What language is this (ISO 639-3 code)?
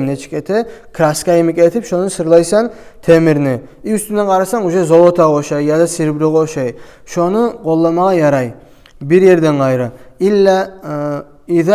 kum